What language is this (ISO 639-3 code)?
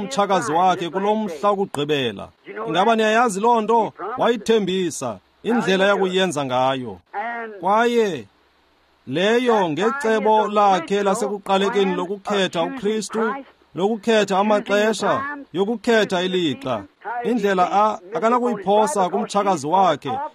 xho